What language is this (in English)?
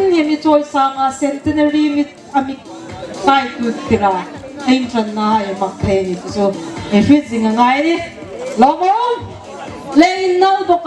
Hmar